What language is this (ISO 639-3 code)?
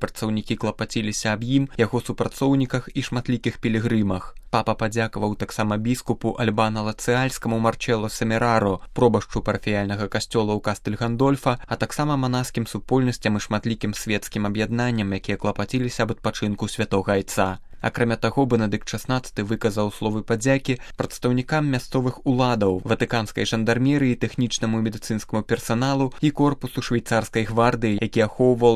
bel